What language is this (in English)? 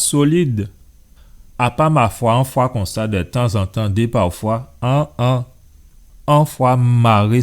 Guadeloupean Creole French